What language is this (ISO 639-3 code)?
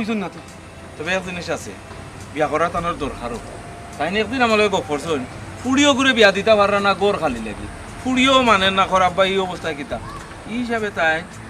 syl